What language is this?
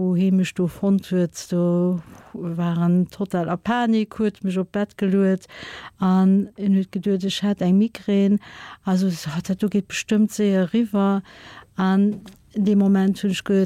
Luxembourgish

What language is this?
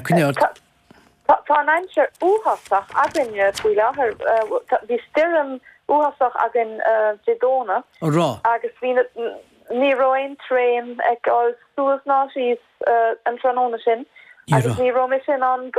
Irish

